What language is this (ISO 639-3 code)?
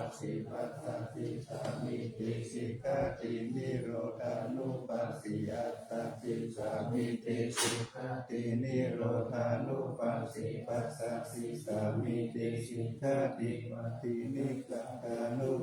pli